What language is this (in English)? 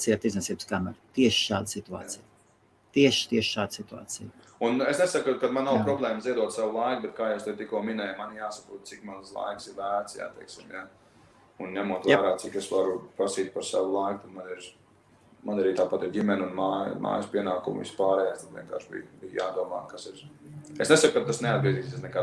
Latvian